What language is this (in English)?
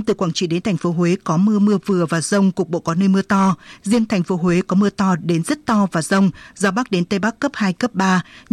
Vietnamese